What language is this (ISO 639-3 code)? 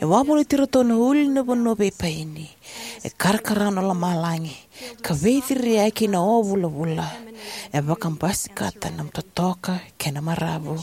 fij